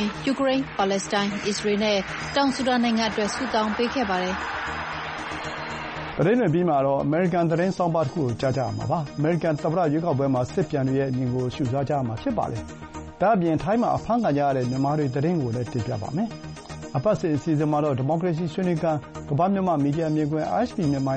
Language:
Burmese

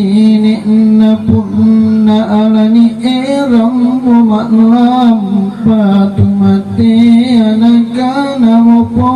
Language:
Makasar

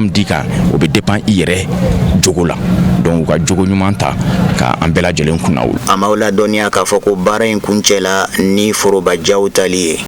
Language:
Bambara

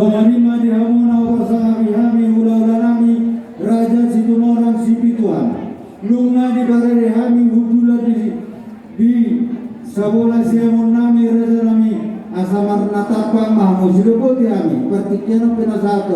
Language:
Batak Toba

